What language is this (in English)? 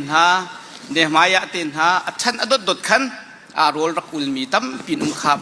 Hakha Chin